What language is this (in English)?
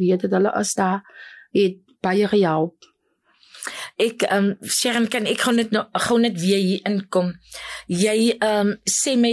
Afrikaans